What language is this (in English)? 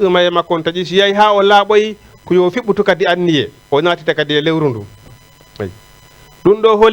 Fula